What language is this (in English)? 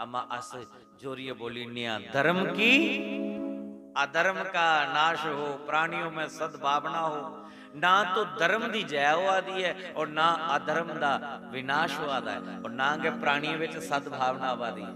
Dogri